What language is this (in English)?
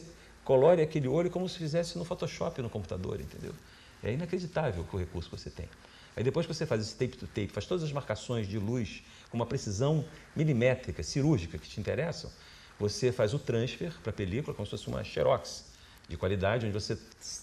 Portuguese